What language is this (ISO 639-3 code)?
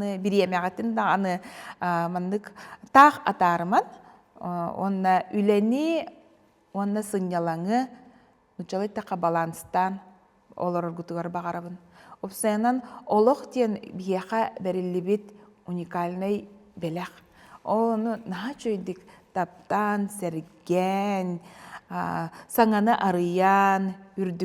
sah